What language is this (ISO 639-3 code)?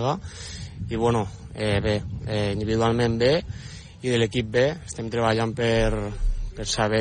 cat